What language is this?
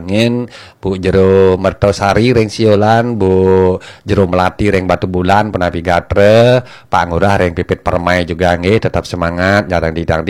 Balinese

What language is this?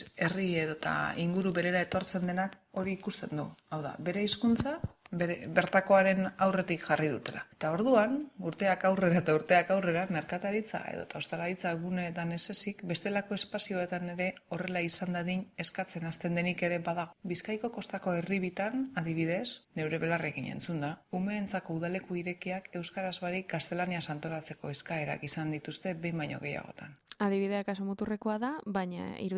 Basque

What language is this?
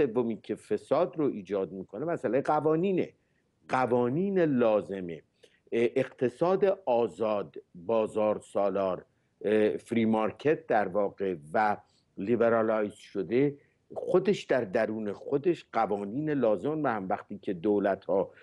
Persian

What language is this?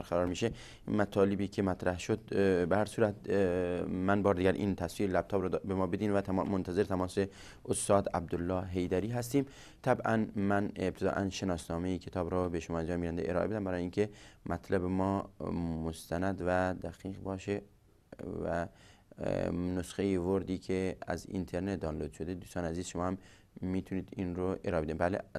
Persian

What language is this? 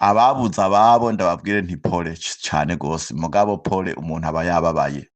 Rundi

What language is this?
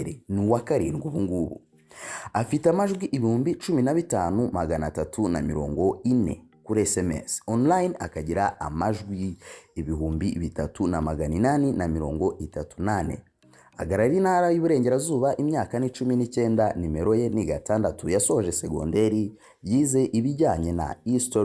Kinyarwanda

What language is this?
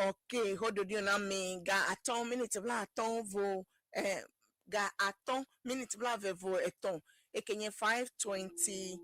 Ewe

